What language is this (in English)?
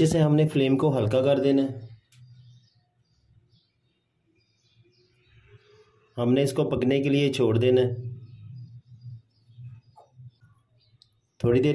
Hindi